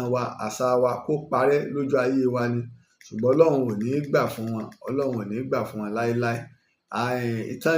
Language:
Yoruba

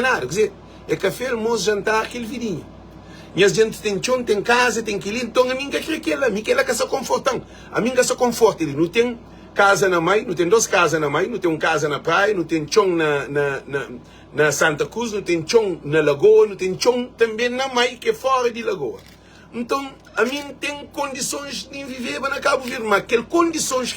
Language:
Kabuverdianu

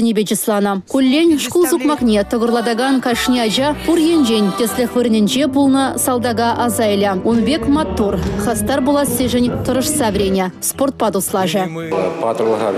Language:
Chuvash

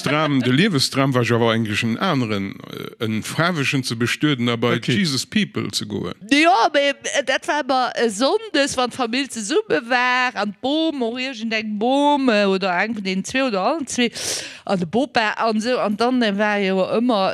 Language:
Luxembourgish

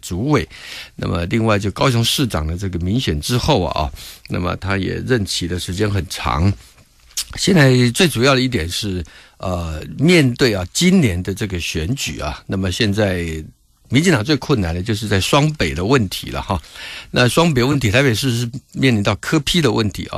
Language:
Chinese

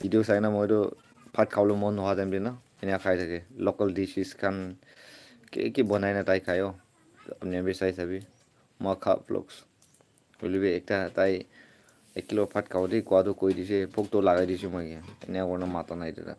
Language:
Naga Pidgin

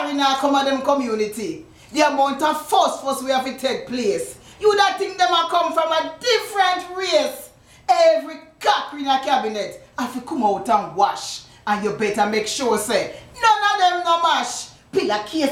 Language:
Jamaican Creole English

